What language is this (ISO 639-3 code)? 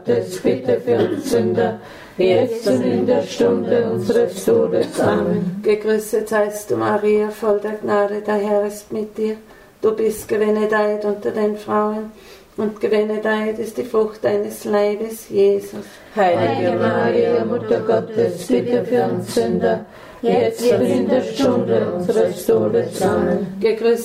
deu